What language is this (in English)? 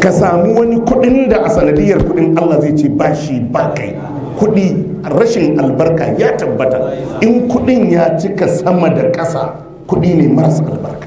Hausa